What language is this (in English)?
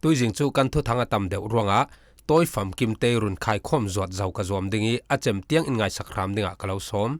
Falam Chin